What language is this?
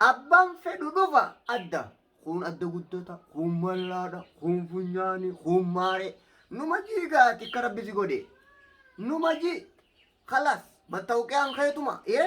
Oromo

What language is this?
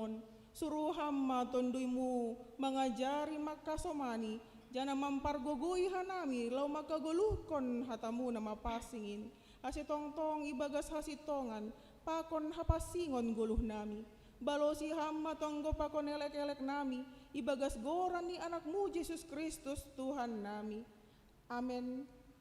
Batak Simalungun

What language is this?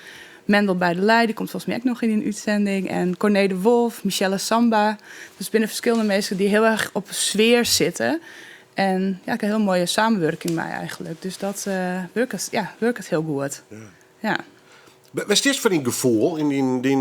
Western Frisian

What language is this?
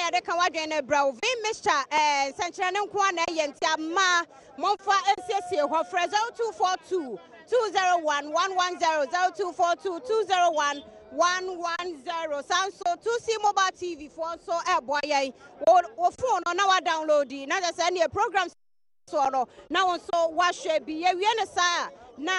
Akan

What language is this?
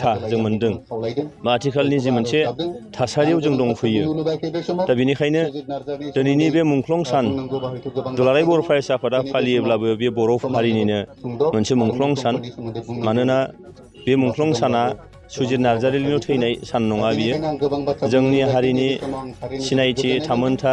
Bodo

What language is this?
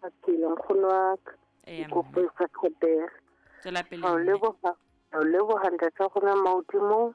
Southern Sotho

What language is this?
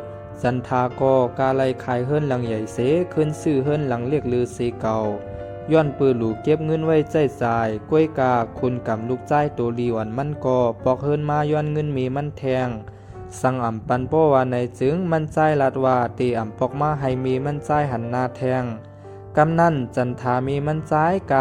Shan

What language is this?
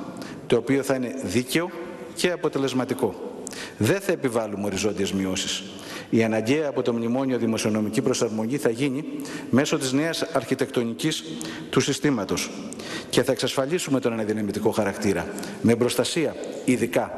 Greek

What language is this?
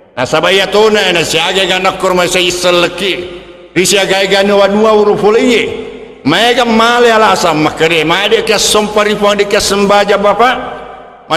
Buginese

